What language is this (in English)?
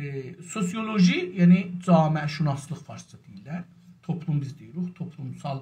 South Azerbaijani